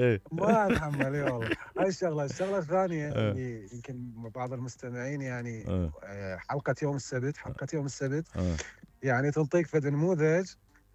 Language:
Mesopotamian Arabic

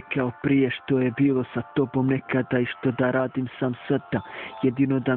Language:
Bosnian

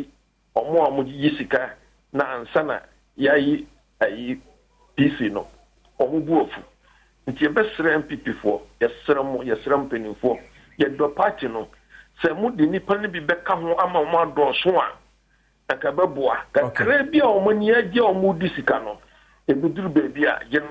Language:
Akan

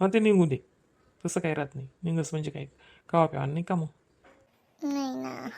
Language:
Khandesi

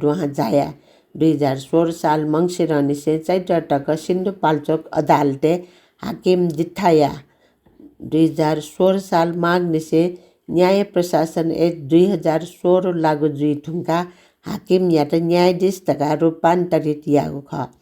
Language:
Newari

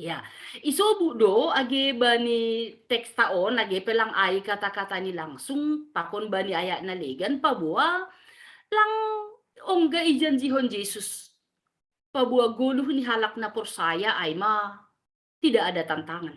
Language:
Batak Simalungun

